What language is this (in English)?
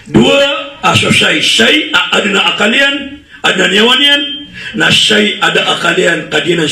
Maranao